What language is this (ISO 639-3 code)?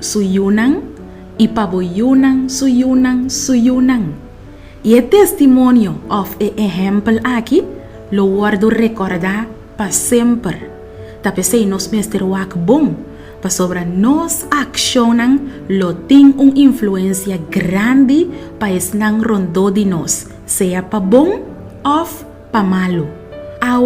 pap